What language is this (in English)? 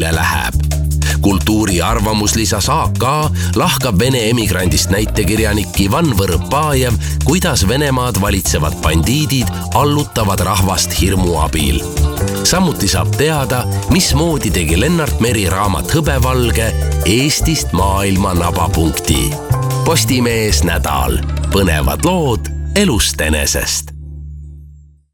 Estonian